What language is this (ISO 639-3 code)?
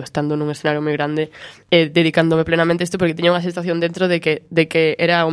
glg